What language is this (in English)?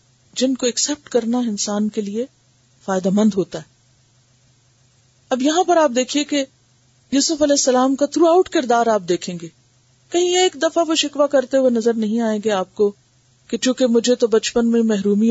Urdu